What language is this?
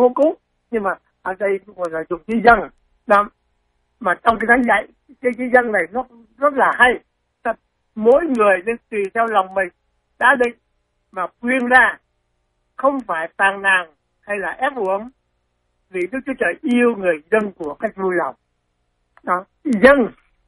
Vietnamese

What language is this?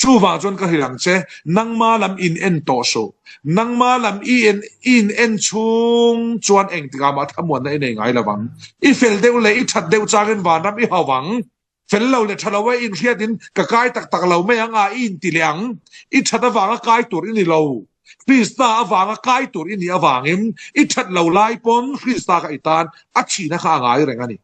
Falam Chin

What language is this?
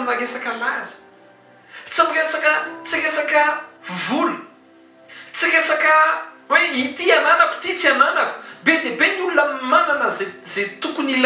Malagasy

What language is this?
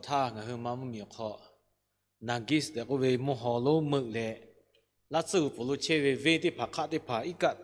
Lahu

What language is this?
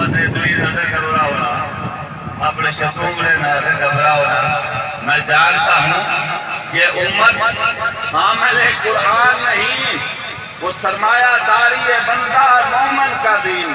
Saraiki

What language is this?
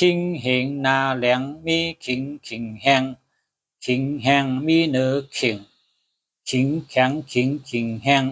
Shan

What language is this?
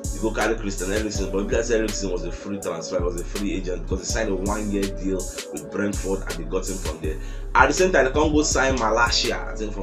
Nigerian Pidgin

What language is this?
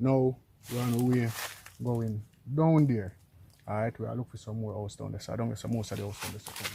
Jamaican Creole English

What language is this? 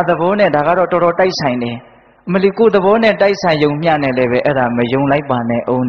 Burmese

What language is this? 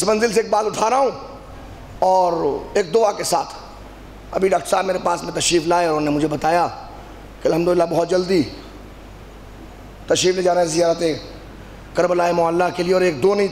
Urdu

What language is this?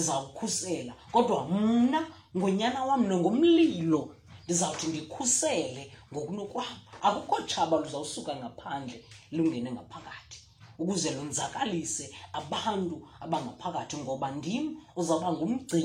Xhosa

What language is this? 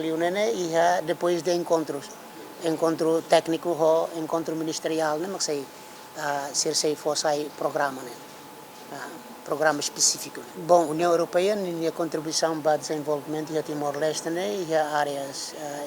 Tetum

